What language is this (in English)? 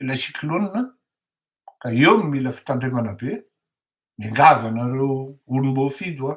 Malagasy